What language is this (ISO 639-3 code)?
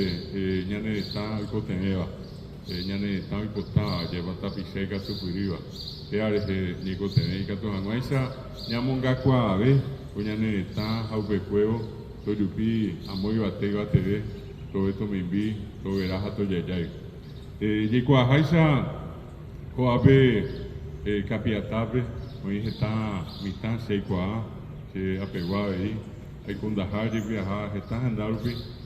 grn